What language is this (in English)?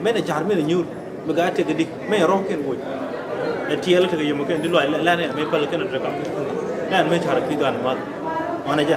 Nuer